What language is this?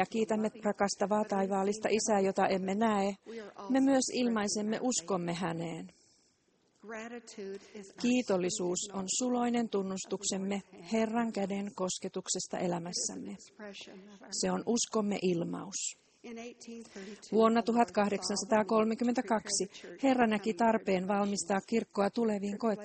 Finnish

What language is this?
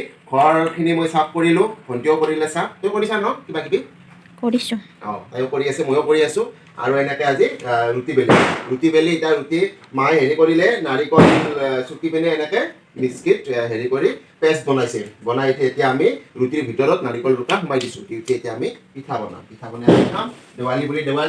Assamese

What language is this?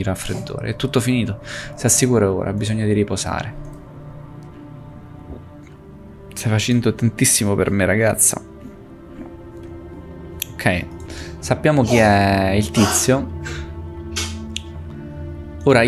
Italian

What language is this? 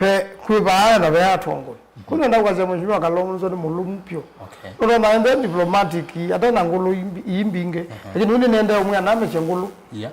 Kamba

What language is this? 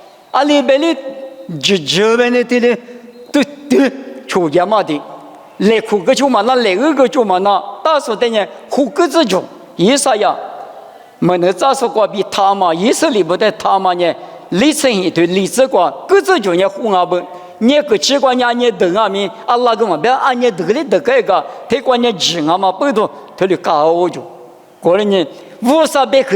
Lisu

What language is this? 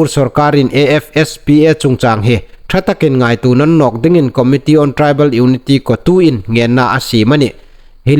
Hmar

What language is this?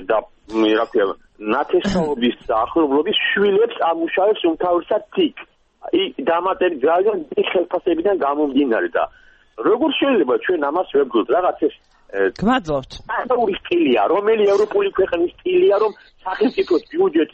Georgian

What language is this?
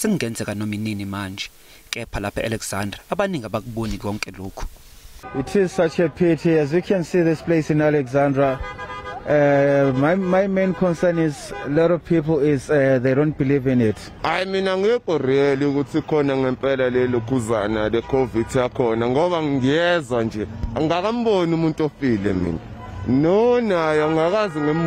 Zulu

